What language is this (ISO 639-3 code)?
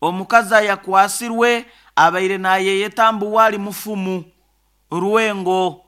nyo